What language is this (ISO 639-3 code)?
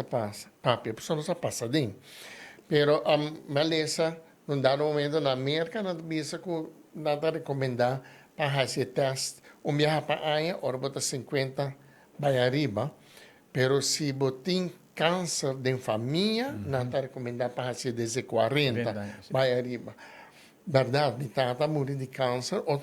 pap